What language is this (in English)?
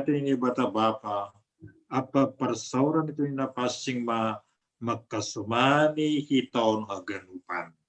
Batak Simalungun